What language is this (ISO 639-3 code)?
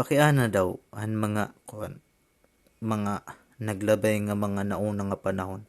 war